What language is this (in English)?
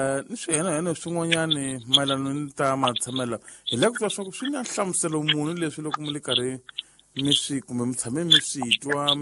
Tsonga